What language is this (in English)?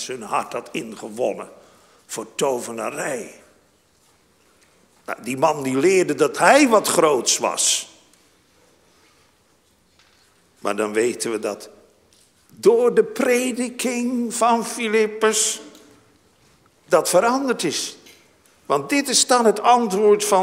Dutch